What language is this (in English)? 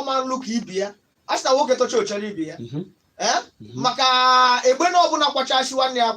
Igbo